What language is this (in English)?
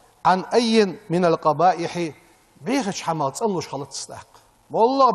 Ingush